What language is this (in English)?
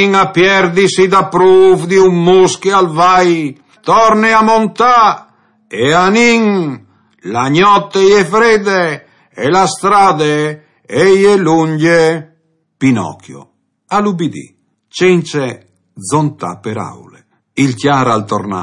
Friulian